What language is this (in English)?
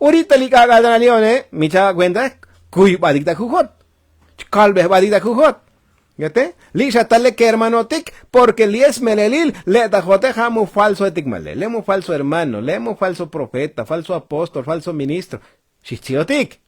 Tzotzil